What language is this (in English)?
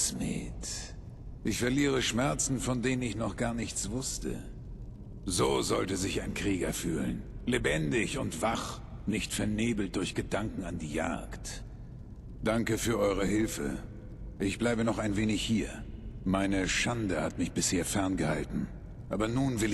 Bavarian